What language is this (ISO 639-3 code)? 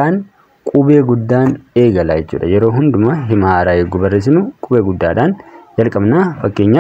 orm